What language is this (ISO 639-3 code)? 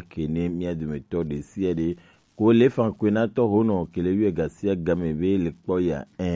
gej